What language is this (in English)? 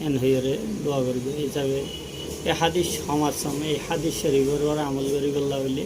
Rohingya